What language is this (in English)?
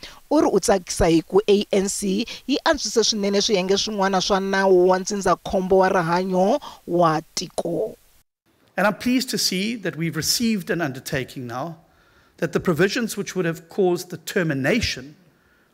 Tsonga